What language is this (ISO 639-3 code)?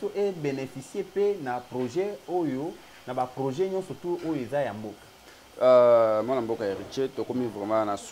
lin